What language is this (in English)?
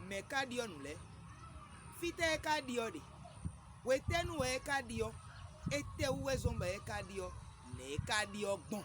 Fon